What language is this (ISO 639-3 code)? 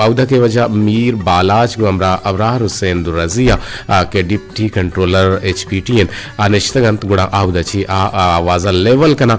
bgp